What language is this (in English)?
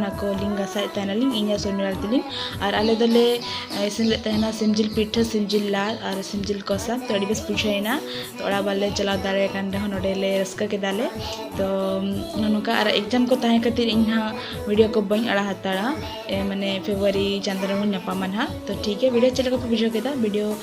Santali